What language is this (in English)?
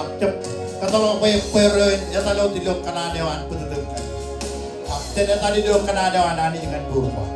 Marshallese